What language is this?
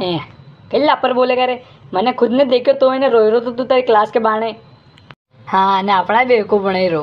Rajasthani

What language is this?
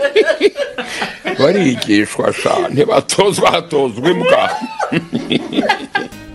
Kinyarwanda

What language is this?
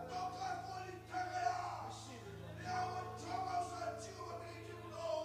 Fijian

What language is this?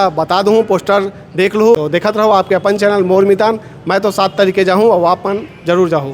Chhattisgarhi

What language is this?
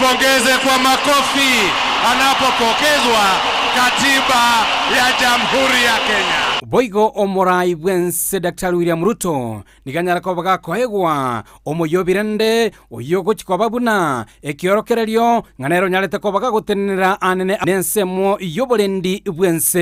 Gusii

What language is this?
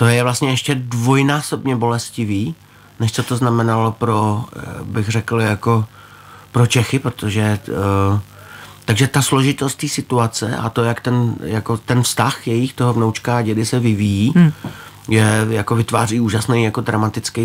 Czech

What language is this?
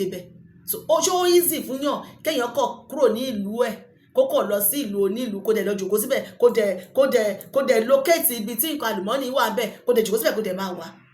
Yoruba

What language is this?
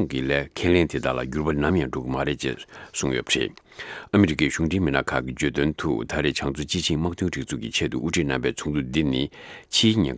Tibetan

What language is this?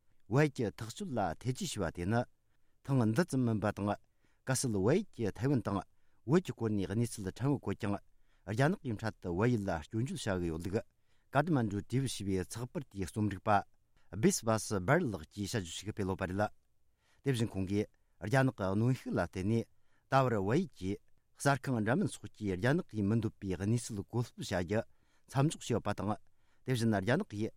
Tibetan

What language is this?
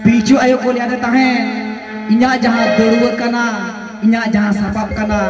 Santali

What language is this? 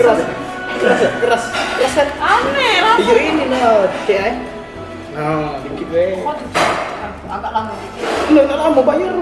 Musi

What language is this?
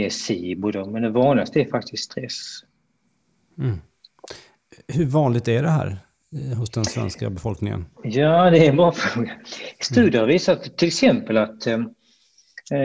Swedish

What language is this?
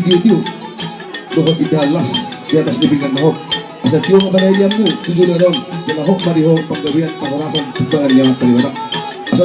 Batak Toba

